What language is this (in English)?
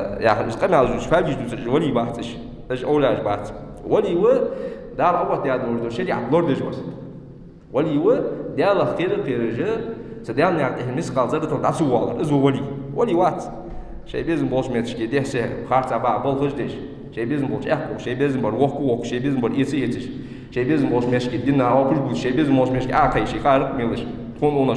Ingush